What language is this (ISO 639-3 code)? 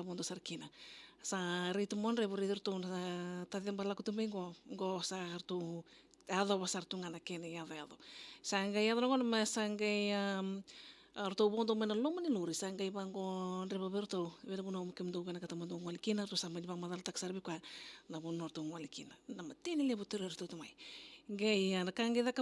fij